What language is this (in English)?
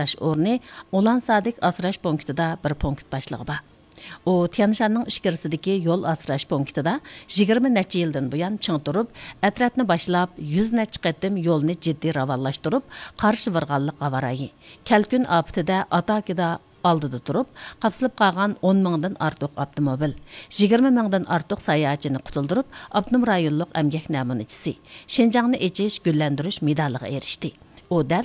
Uyghur